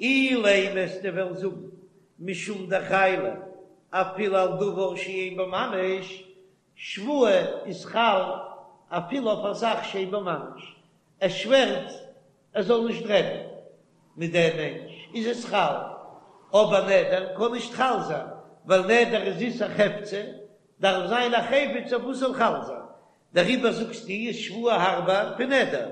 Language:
Yiddish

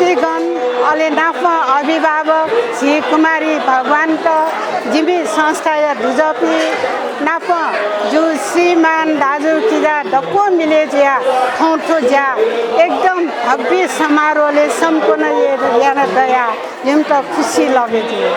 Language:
Newari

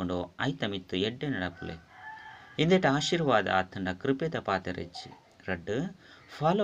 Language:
Tulu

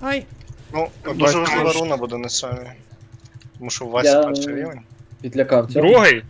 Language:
Rusyn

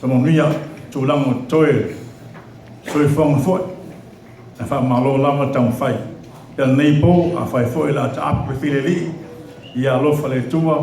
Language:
Samoan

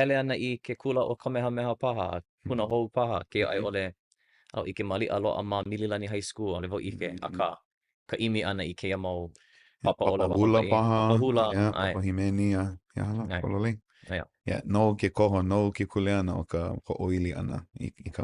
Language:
Hawaiian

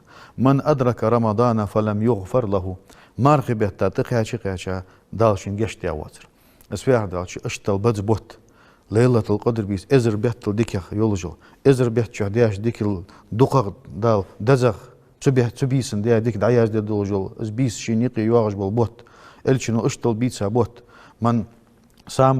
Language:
Ingush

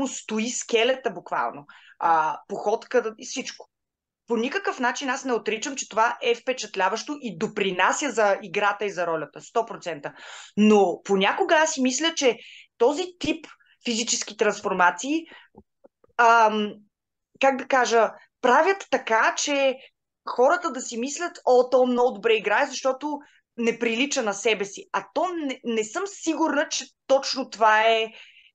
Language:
Bulgarian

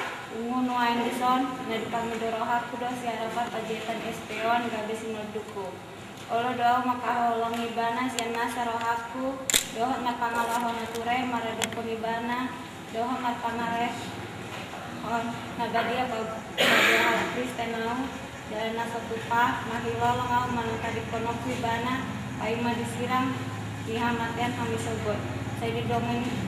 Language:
Batak Toba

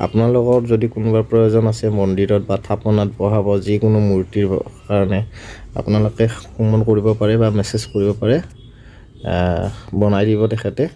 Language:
Assamese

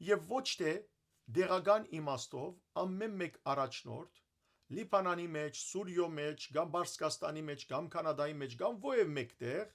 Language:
Western Armenian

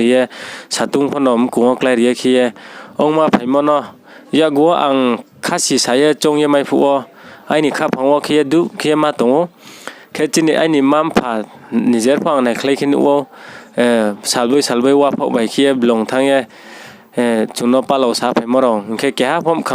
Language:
Riang (India)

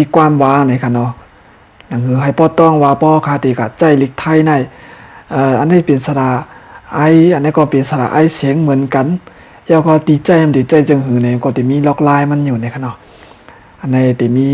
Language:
Shan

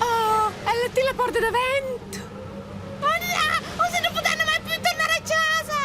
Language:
Romansh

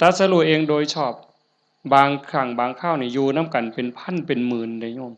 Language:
Northeastern Thai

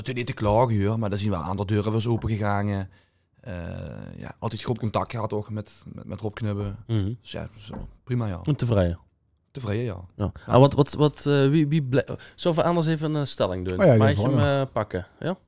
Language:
Limburgish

